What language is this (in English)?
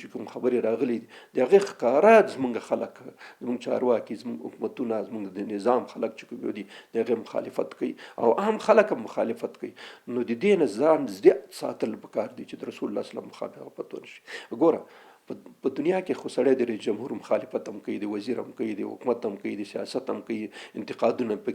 Pashto